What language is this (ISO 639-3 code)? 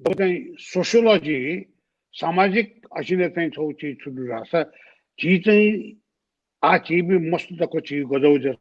new